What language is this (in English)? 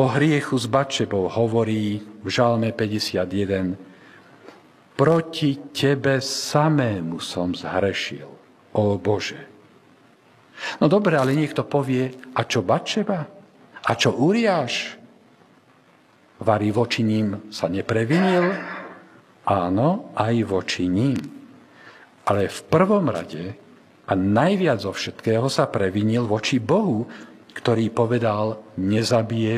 Slovak